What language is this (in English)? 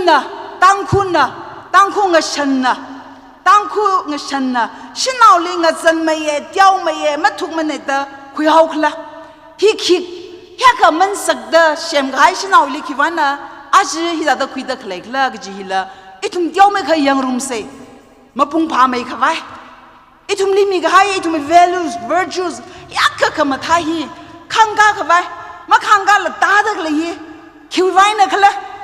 Tangkhul Naga (India)